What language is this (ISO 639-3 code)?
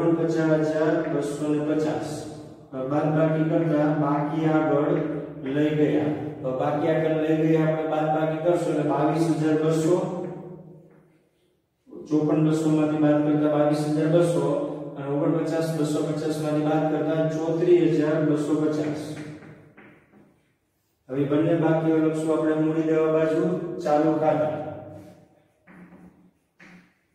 guj